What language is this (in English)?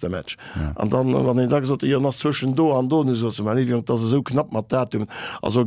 Luxembourgish